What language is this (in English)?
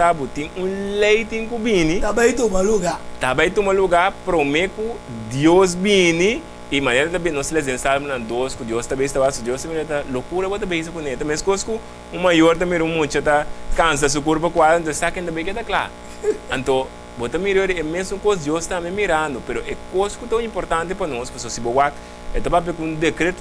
Papiamento